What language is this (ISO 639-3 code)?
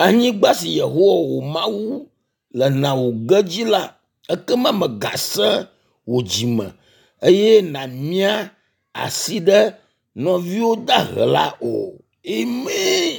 ewe